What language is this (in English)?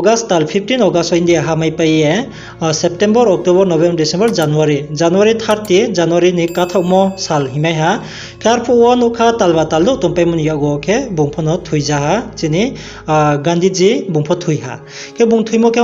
Riang (India)